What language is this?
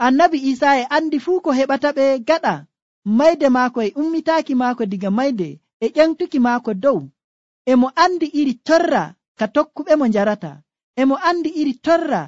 Nigerian Fulfulde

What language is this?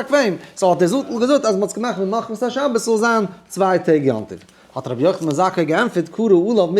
Yiddish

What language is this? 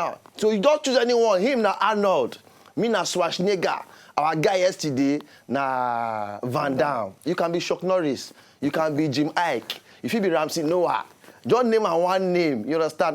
Nigerian Pidgin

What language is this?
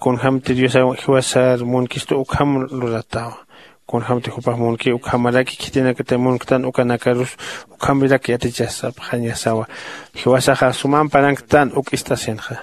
Aymara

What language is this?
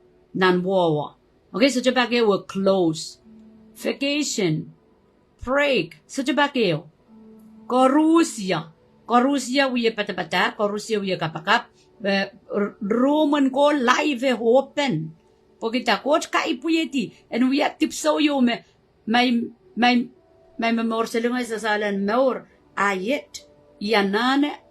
Pohnpeian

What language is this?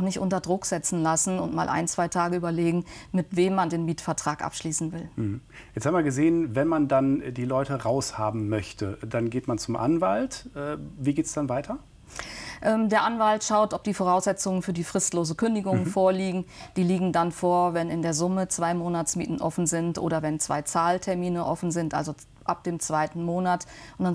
German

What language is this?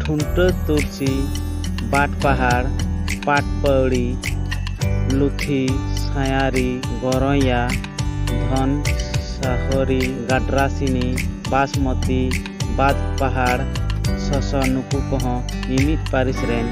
Santali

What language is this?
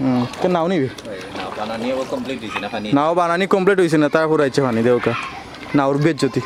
Sylheti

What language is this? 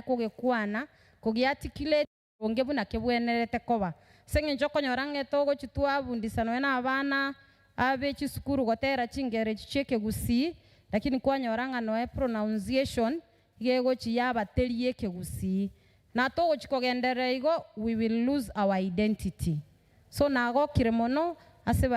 Gusii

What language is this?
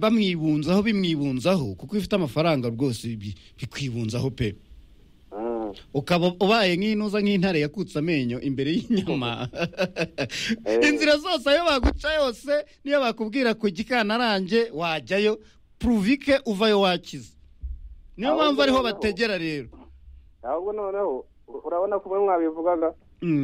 Kinyarwanda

